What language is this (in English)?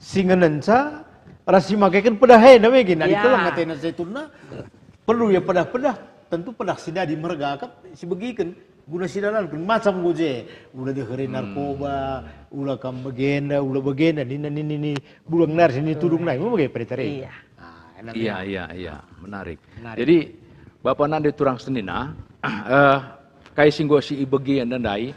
Batak Karo